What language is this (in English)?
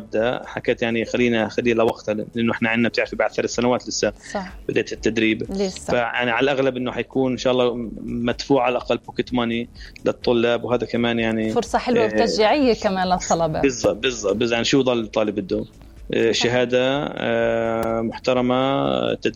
North Levantine Arabic